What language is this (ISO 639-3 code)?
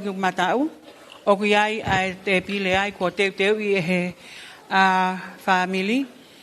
ton